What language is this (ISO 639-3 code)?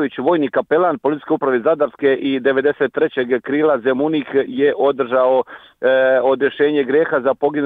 hrv